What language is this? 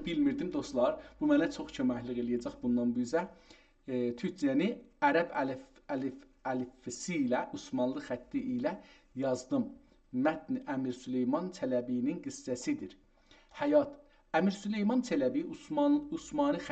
South Azerbaijani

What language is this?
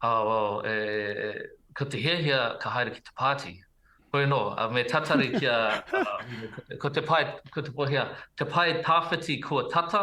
Māori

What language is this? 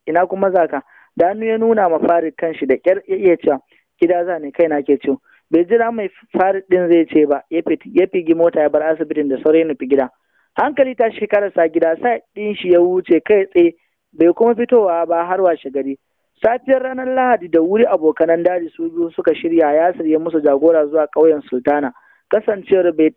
Hausa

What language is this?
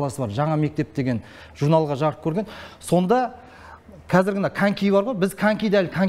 Kazakh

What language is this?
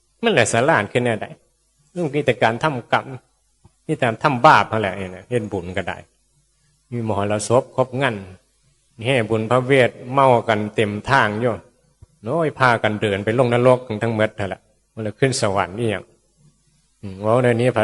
Northeastern Thai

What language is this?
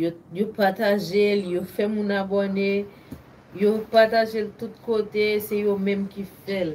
Haitian Creole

